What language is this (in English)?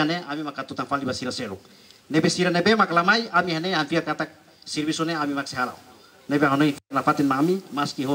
Tetum